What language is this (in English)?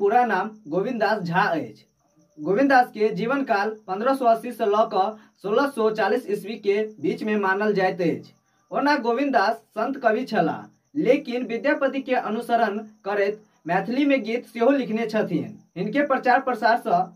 Maithili